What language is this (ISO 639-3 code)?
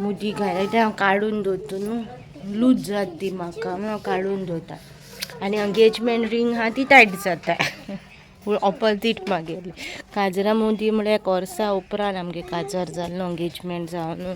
kok